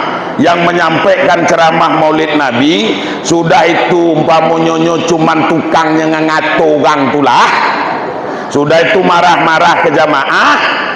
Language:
Minangkabau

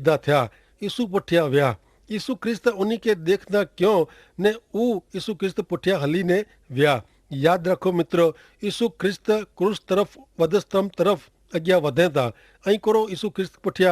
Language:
Kachhi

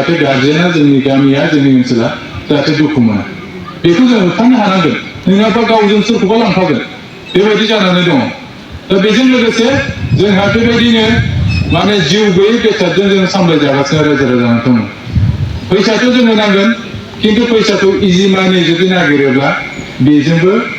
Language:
Bodo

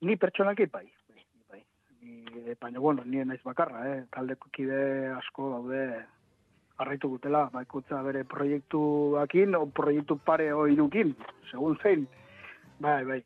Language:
Basque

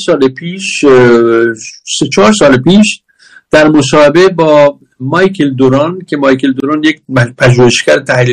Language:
Persian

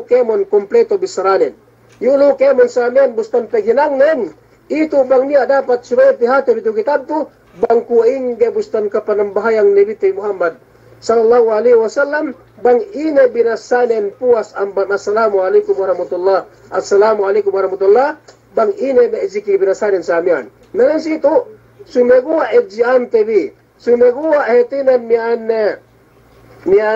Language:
Yakan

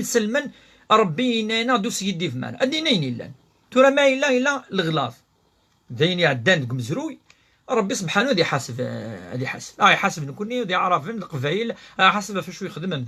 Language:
Kabyle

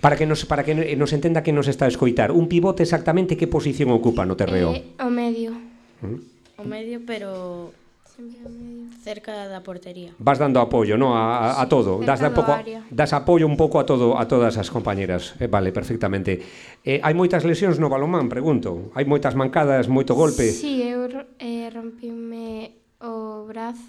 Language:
Galician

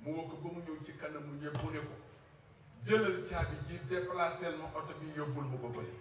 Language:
Wolof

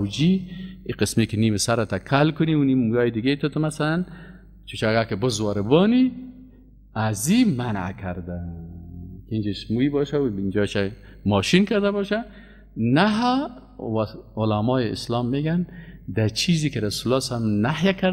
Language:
Persian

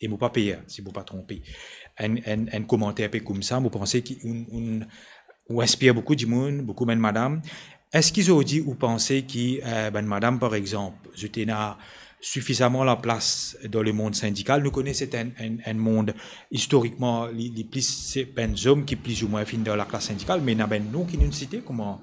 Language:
Morisyen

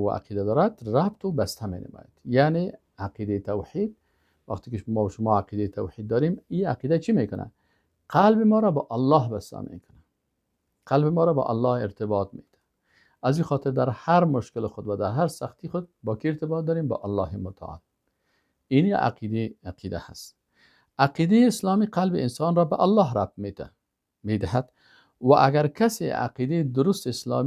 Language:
Persian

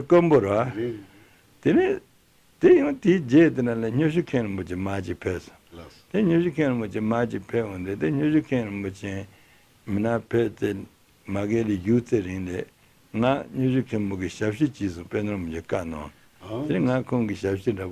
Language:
Tibetan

